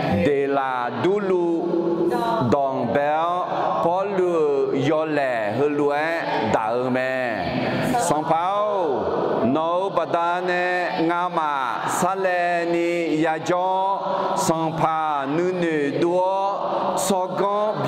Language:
Akha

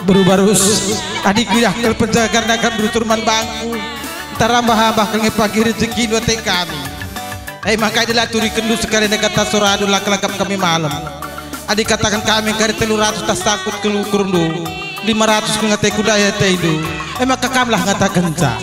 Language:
Batak Karo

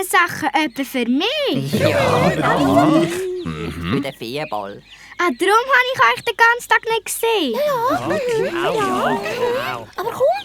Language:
Swiss German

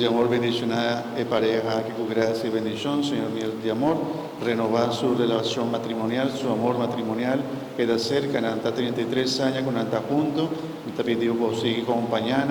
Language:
Papiamento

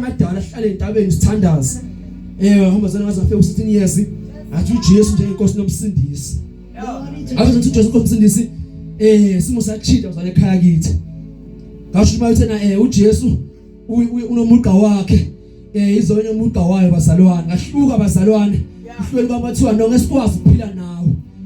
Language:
Zulu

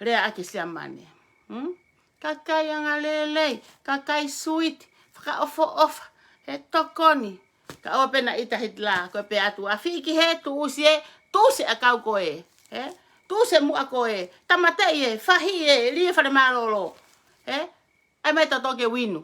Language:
Tongan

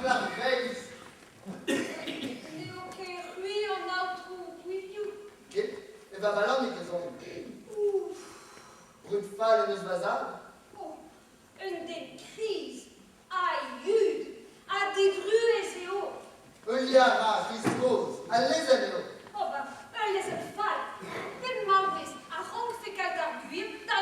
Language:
Breton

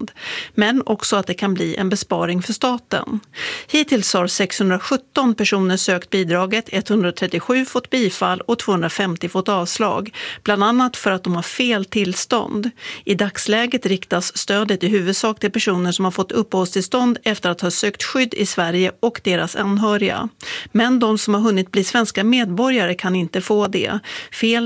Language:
Swedish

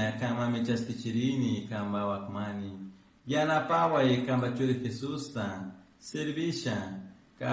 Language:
Chimborazo Highland Quichua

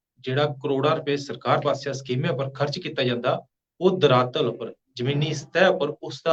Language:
Dogri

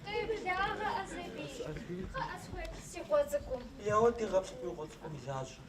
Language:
Kabardian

